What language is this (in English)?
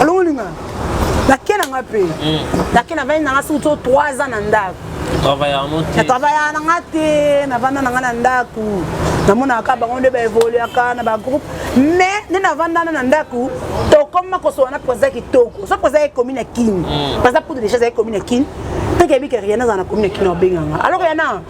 Lingala